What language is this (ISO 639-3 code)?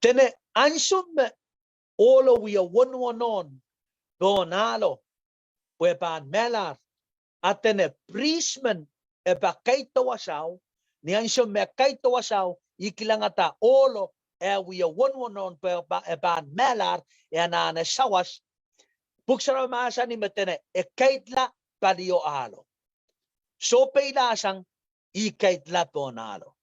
pon